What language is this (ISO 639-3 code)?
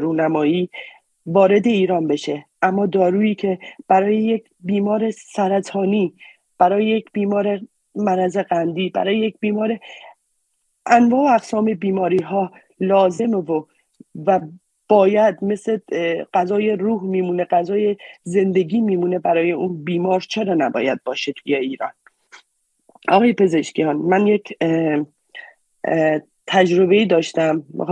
fas